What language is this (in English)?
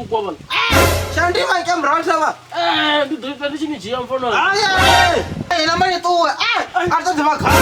Venda